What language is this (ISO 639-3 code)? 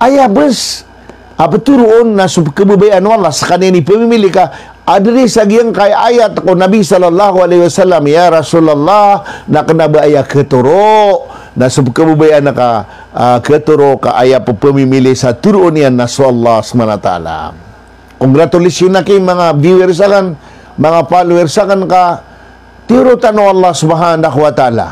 mrw